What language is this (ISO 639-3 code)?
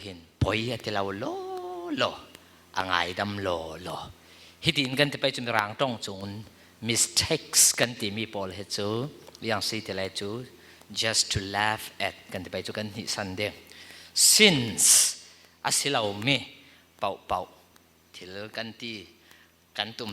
cfm